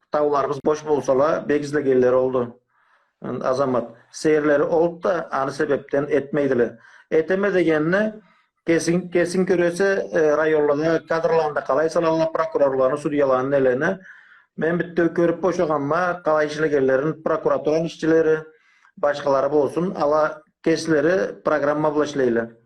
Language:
Karachay-Balkar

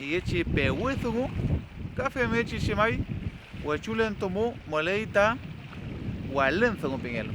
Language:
Mapuche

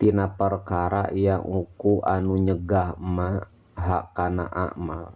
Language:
Sundanese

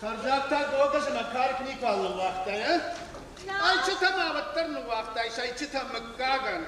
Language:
Ossetic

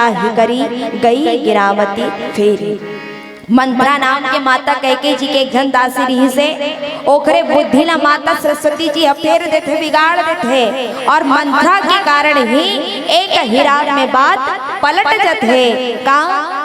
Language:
Chhattisgarhi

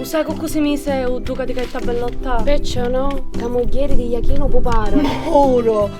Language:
Sicilian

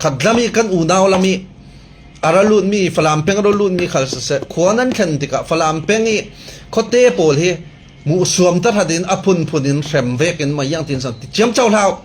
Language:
Falam Chin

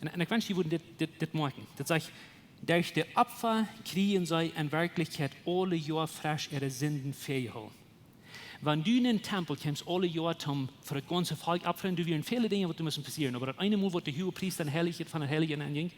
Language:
Plautdietsch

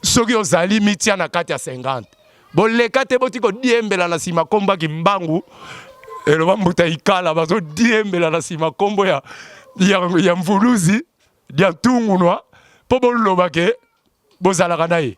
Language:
Lingala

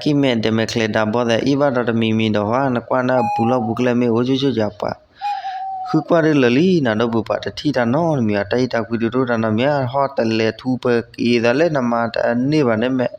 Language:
S'gaw Karen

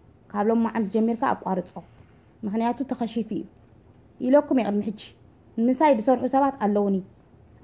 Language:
Tigrinya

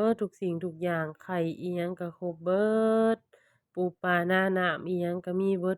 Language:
Lao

